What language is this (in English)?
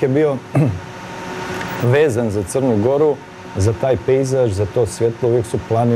Serbian